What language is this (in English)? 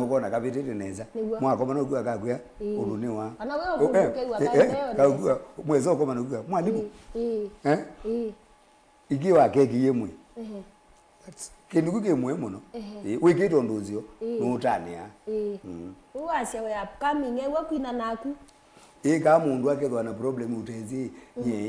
Kamba